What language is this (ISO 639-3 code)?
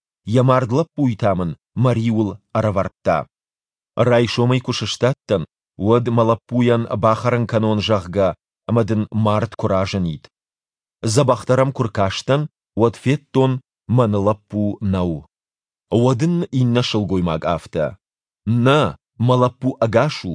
oss